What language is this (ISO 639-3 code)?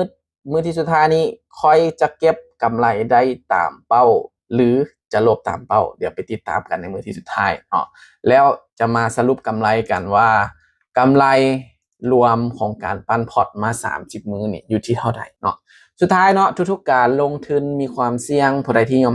lao